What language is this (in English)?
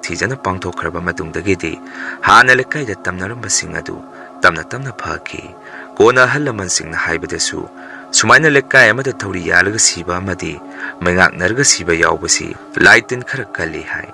Manipuri